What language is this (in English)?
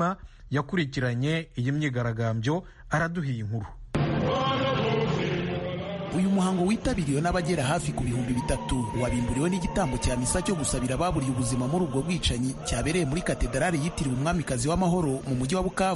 Kinyarwanda